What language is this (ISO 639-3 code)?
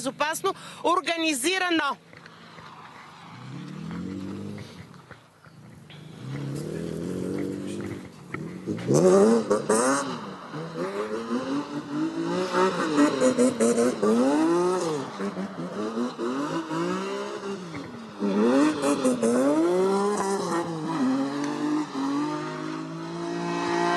bul